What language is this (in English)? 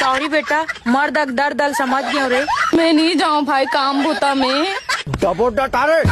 Chhattisgarhi